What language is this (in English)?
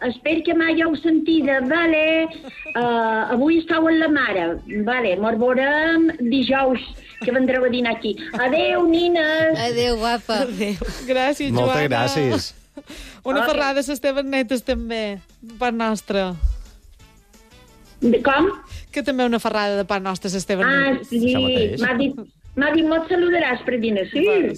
Catalan